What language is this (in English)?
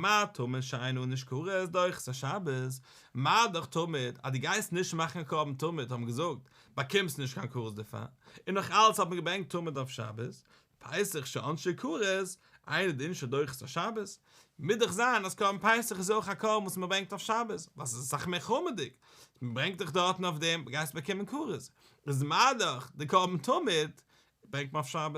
Yiddish